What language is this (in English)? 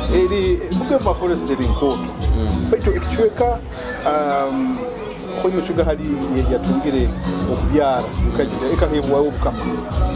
Nyoro